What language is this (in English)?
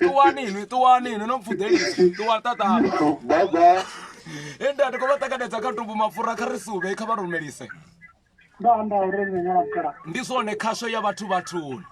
Venda